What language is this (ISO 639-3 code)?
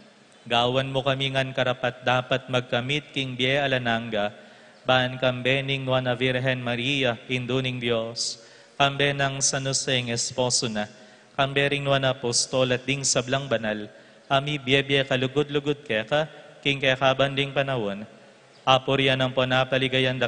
pam